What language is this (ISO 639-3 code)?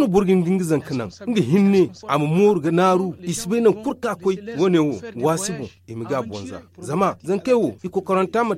dje